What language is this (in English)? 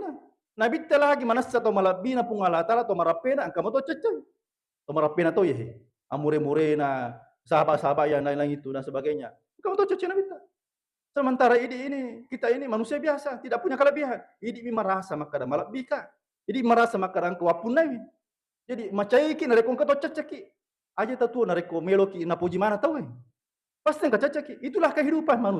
Buginese